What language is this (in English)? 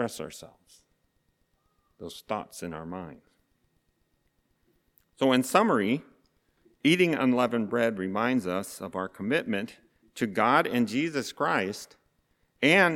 English